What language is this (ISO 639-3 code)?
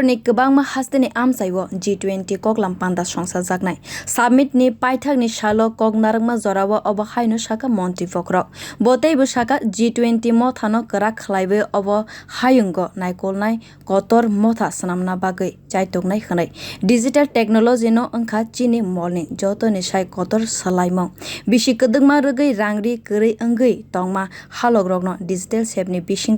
trp